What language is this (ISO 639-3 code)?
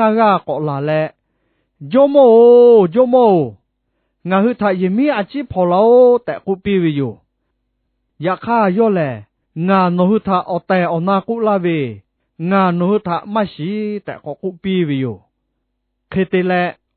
lhu